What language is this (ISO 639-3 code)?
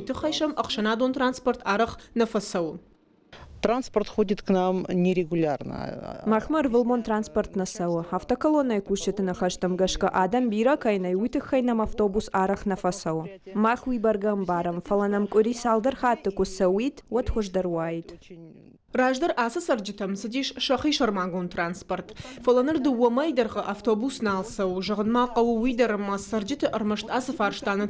oss